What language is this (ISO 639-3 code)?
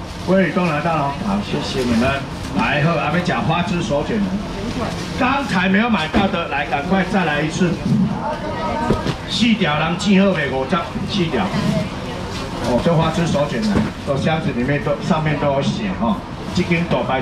zho